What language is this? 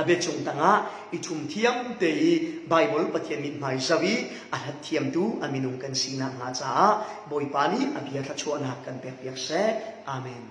Falam Chin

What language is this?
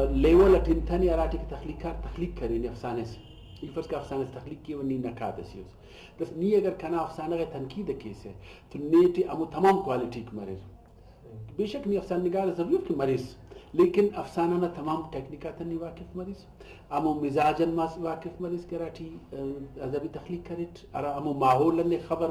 Brahui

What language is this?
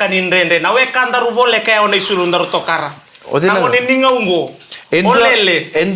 Fijian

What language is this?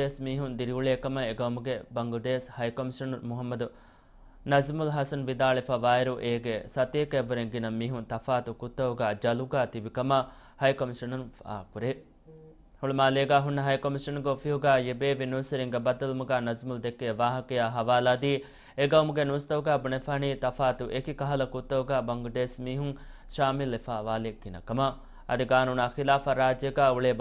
Divehi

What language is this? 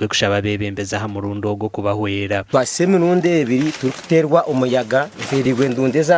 Nyankole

